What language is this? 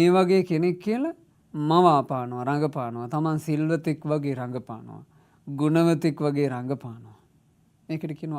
Sinhala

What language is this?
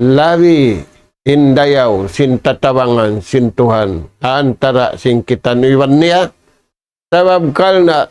Tausug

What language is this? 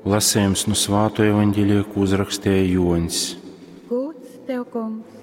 Latgalian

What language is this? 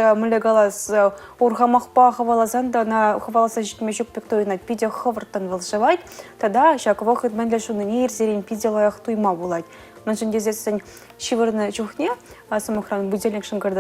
Chuvash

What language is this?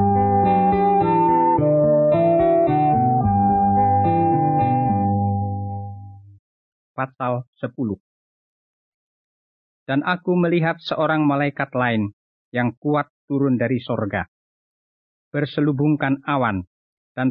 Indonesian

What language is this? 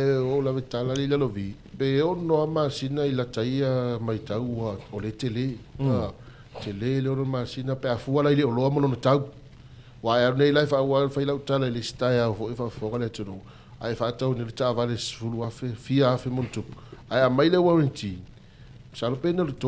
Samoan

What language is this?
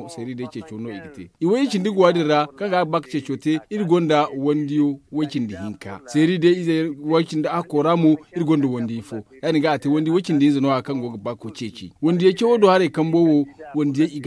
Zarma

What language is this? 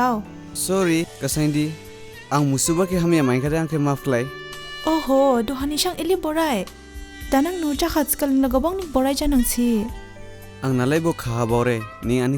Dimasa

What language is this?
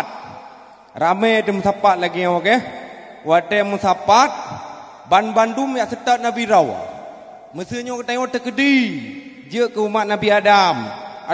Achinese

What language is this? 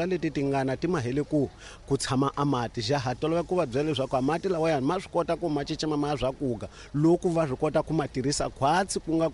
Tsonga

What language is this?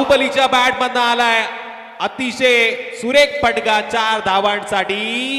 Marathi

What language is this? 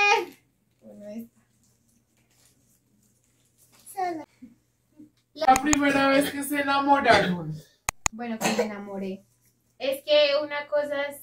Spanish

